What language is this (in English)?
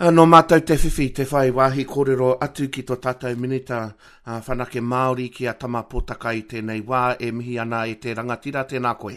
Māori